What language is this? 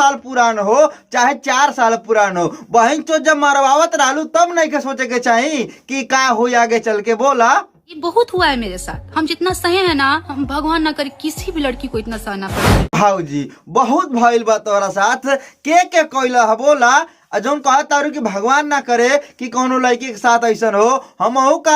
Bhojpuri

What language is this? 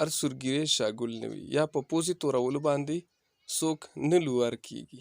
Pashto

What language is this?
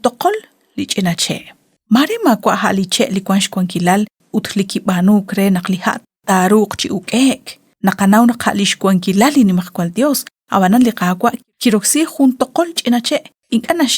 Kekchí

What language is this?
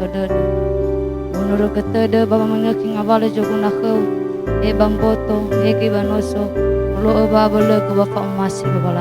Nias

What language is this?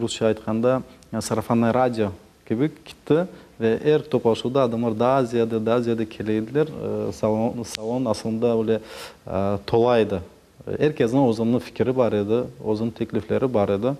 Crimean Tatar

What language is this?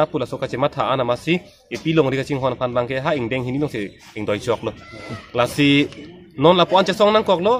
Karbi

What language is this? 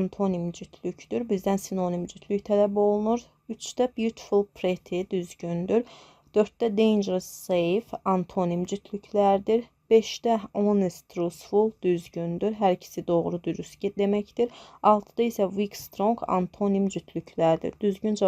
Azerbaijani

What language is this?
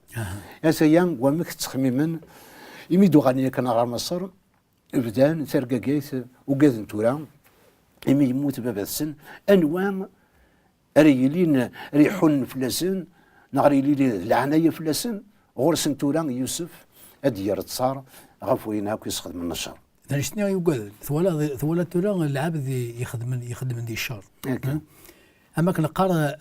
Kabyle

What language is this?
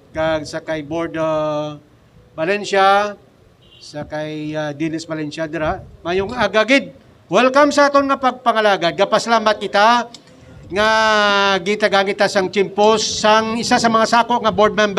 Hiligaynon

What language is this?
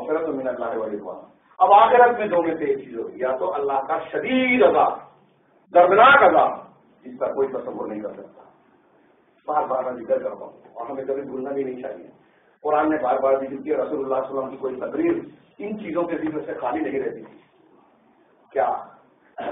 Urdu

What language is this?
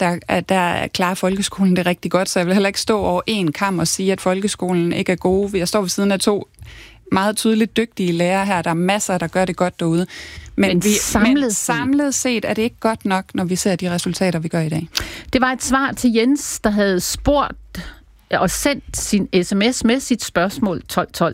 Danish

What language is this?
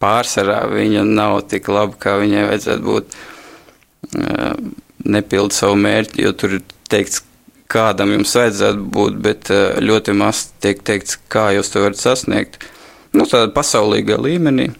Latvian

